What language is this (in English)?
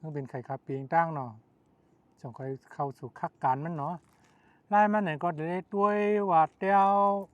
Shan